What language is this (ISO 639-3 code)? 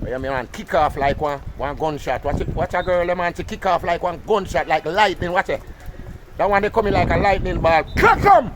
jam